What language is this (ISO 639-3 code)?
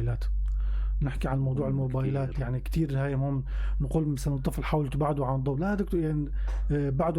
apc